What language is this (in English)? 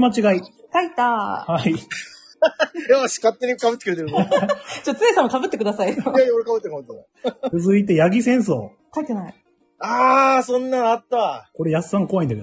Japanese